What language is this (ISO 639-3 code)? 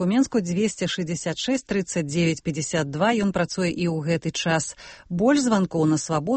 bel